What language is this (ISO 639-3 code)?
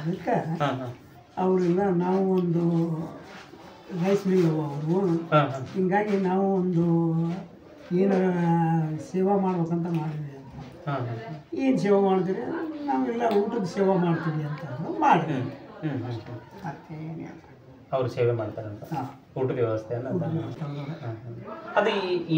kan